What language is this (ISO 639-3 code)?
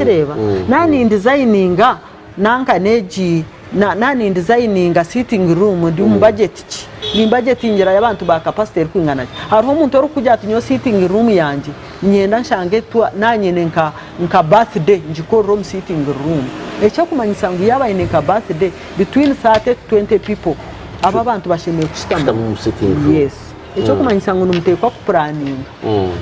nyn